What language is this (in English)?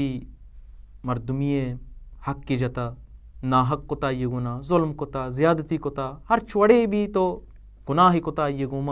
Baluchi